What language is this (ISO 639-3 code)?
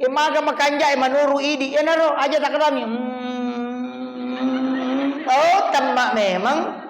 bug